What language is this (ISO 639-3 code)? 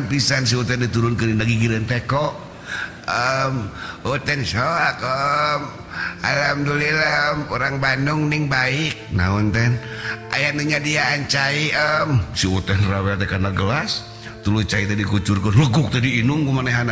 sun